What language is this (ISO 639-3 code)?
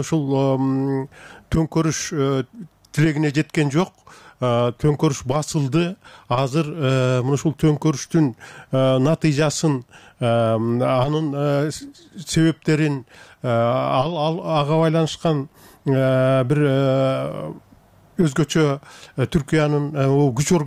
kir